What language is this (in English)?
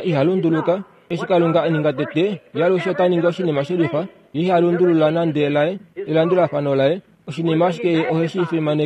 Kuanyama